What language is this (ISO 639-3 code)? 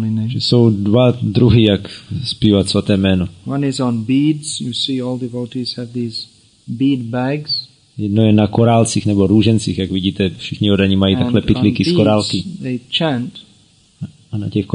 ces